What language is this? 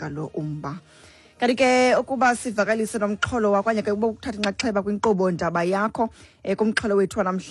Xhosa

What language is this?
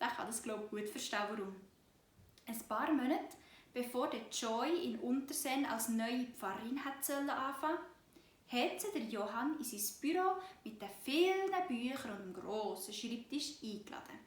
Swiss German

